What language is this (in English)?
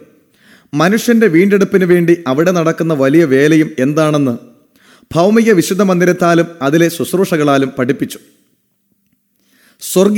Malayalam